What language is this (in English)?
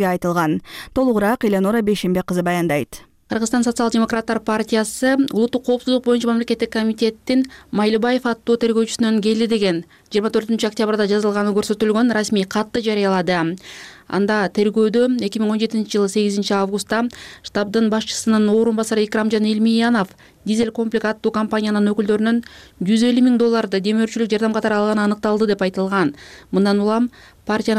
Kyrgyz